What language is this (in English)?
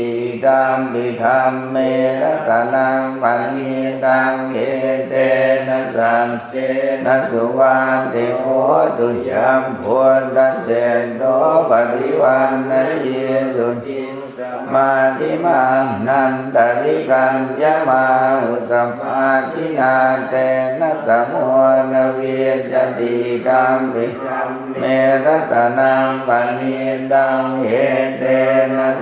Pali